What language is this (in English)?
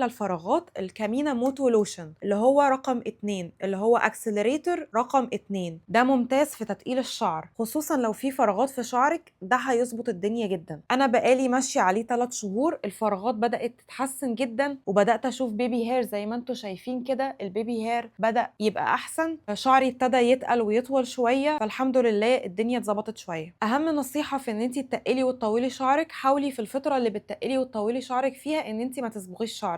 Egyptian Arabic